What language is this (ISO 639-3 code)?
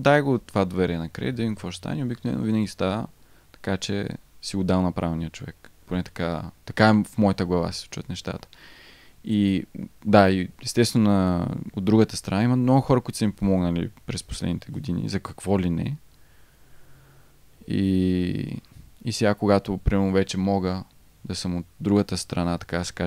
bul